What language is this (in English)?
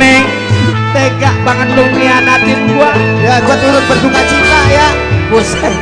Betawi